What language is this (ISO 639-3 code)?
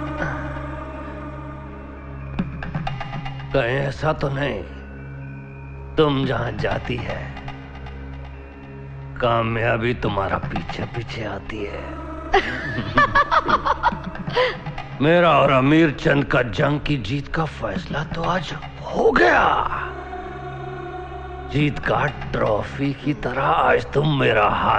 hin